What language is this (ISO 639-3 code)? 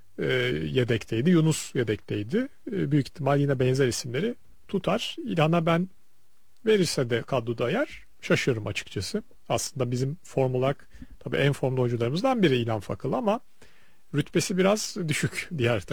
tur